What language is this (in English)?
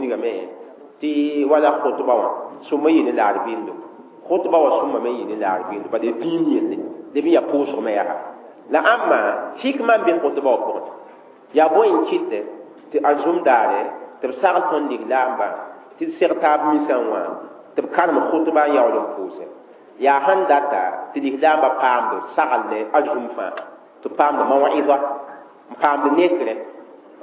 Mossi